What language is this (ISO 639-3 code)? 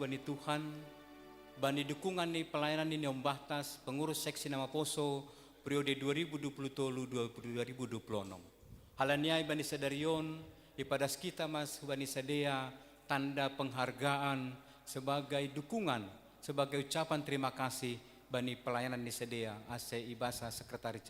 bts